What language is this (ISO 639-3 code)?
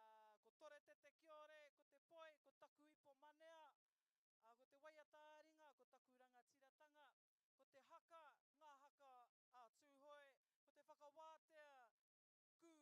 mri